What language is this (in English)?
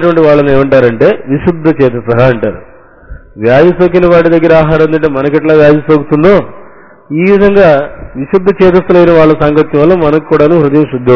Telugu